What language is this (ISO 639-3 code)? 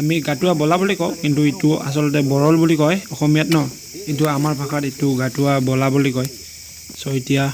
asm